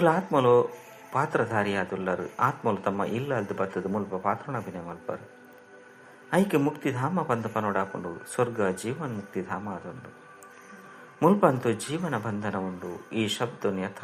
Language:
Tulu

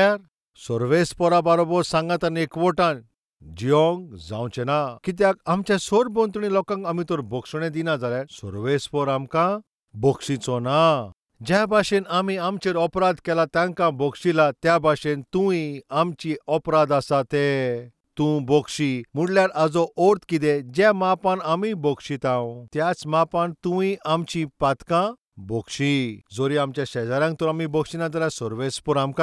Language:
Konkani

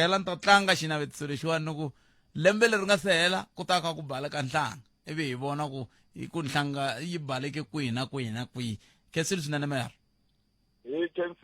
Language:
Tsonga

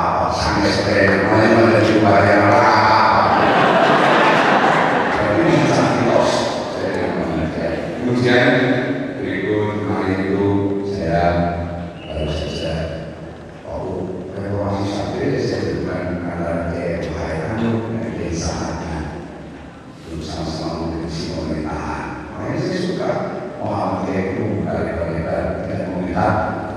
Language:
Indonesian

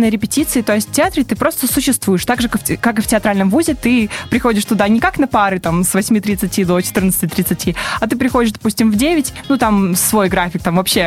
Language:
Russian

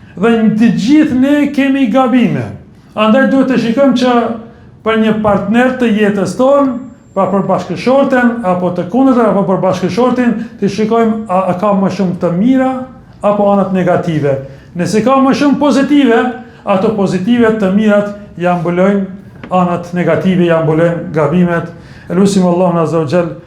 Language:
Albanian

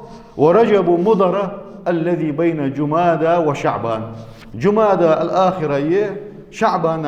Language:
Ingush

